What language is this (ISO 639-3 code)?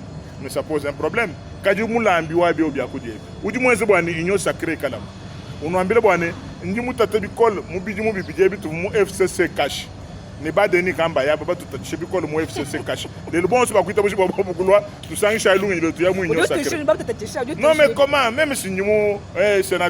lua